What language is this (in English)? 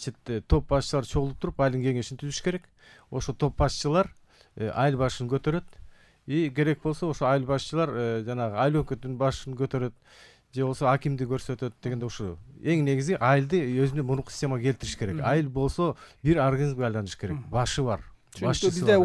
Kyrgyz